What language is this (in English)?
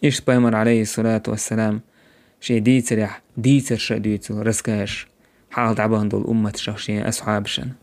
Chechen